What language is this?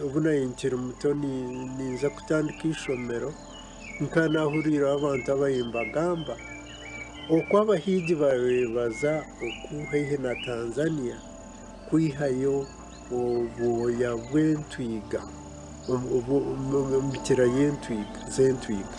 Nyankole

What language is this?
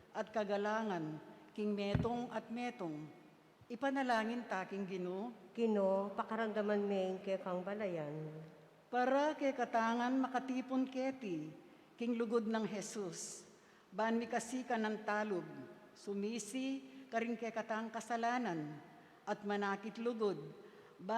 Pampanga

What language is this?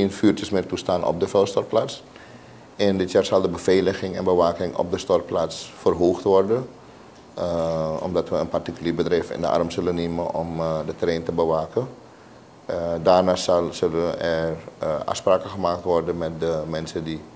Dutch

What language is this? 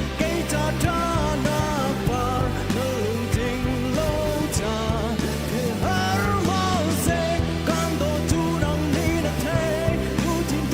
Hakha Chin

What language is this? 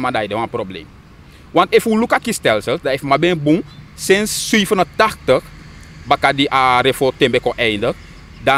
Sranan Tongo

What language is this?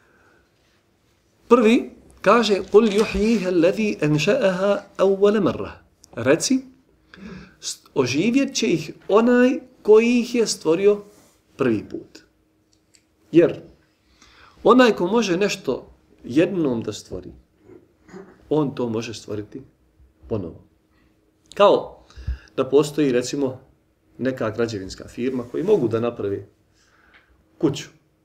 Bosnian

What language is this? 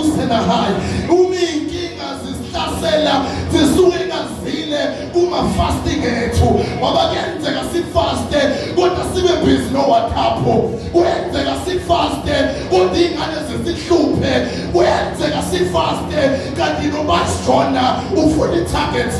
Zulu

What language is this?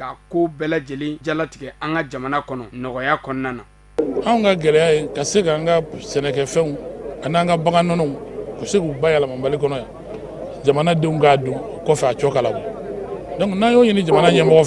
Bambara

